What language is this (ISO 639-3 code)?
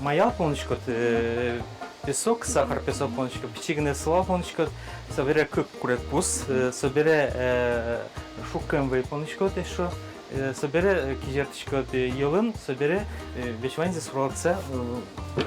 udm